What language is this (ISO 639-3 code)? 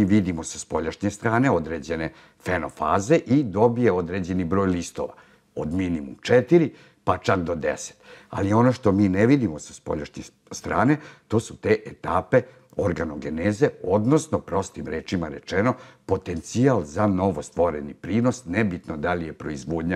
srp